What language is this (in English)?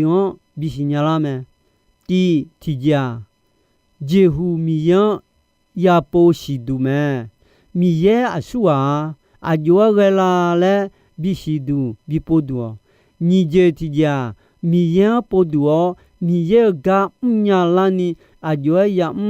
Akha